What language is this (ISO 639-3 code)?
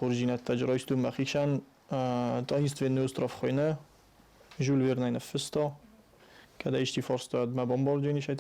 oss